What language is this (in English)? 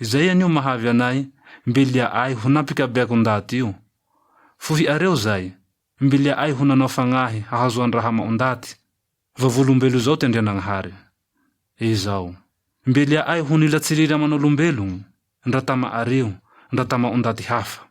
Malagasy